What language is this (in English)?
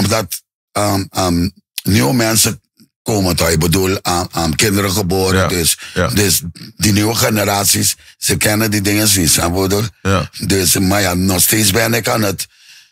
Dutch